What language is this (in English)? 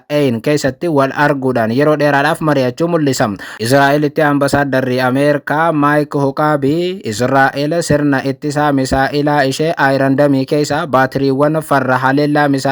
Oromo